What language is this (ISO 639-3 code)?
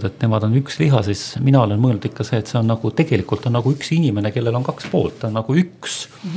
est